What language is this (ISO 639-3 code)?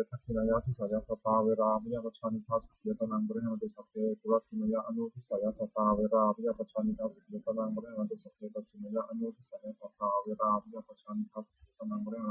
pli